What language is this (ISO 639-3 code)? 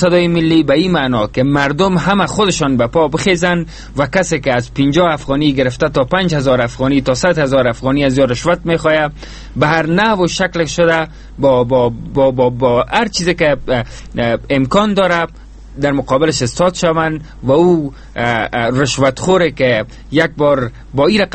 fas